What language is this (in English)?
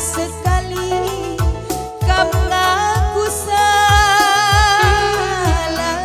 Batak Karo